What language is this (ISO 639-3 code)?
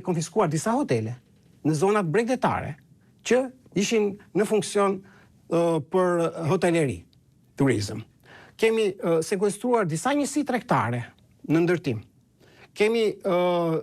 sqi